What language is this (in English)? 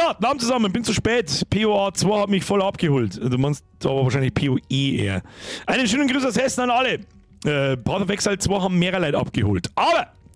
Bavarian